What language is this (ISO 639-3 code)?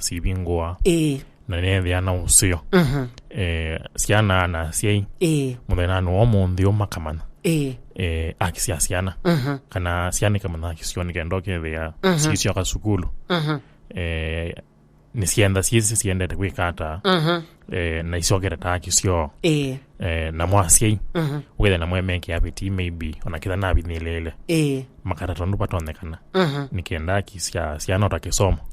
kam